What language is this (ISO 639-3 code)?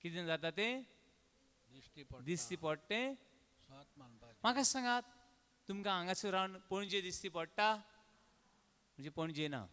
kok